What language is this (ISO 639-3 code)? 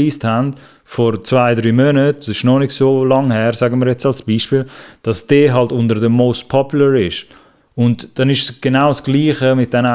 gsw